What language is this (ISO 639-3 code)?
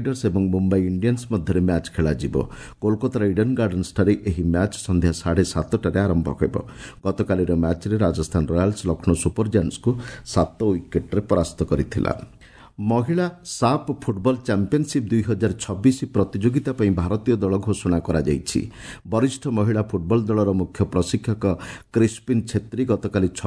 ori